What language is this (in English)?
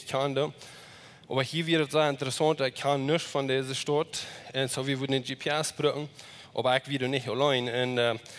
Plautdietsch